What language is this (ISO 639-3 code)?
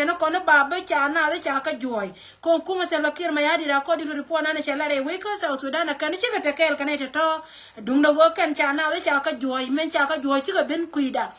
nus